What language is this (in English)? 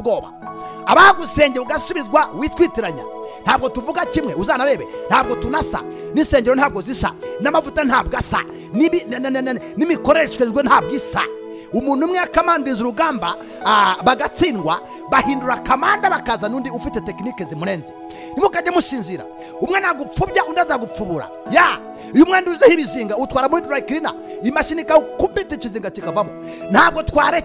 Kinyarwanda